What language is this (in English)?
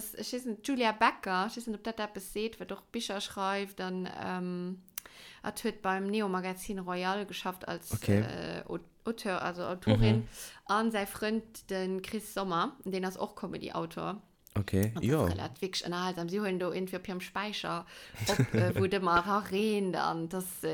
Luxembourgish